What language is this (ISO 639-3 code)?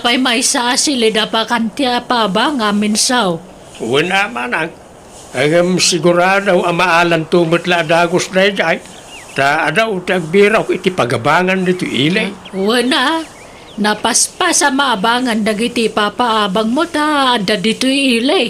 ilo